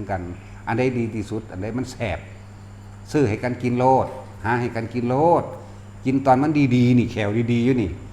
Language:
Northeastern Thai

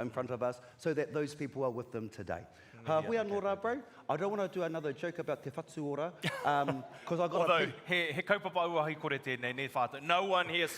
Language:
Māori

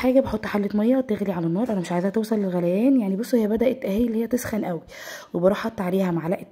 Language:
Egyptian Arabic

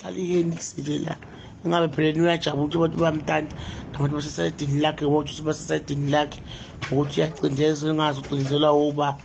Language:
Zulu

